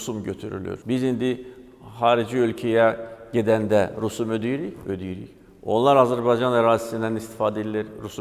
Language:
Azerbaijani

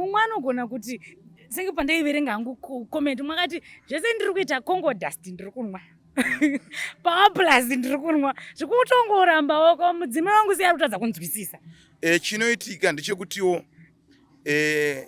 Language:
Shona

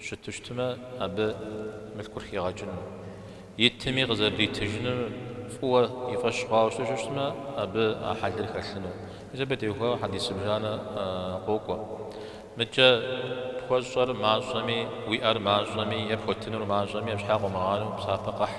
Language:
Kabardian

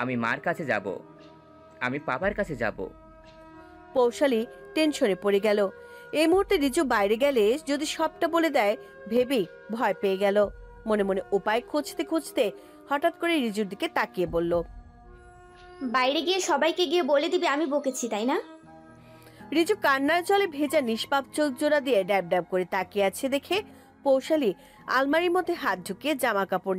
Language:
Bangla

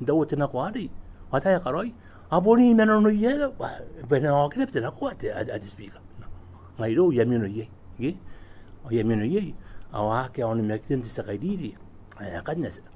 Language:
Gilbertese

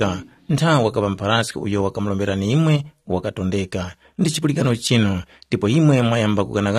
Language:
Tumbuka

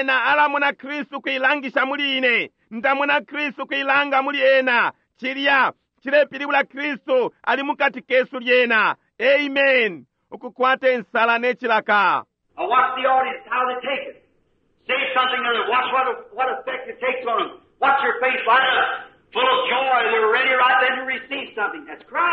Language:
Bemba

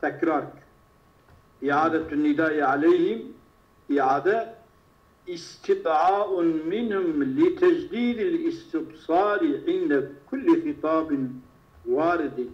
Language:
Kurdish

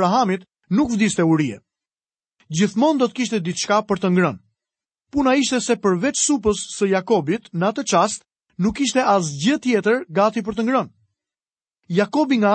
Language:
Albanian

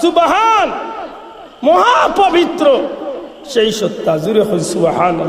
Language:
Sylheti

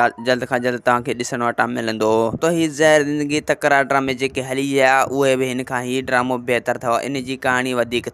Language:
Sindhi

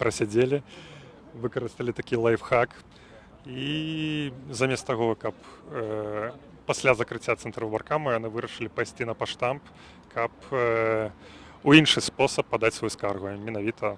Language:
Belarusian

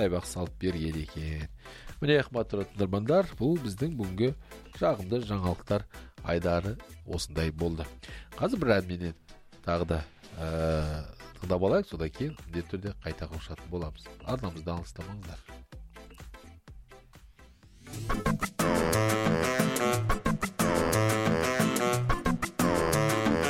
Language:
Kazakh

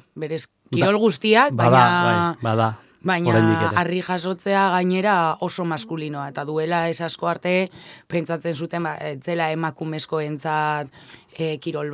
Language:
Basque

